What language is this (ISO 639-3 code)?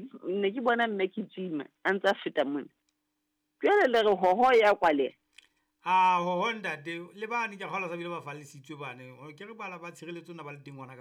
sot